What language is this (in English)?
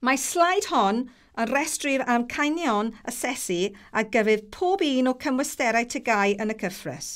Welsh